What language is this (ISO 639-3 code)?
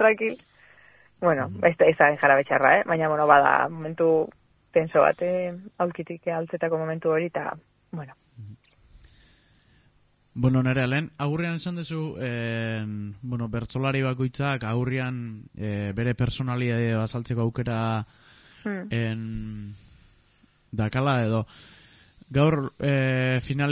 eus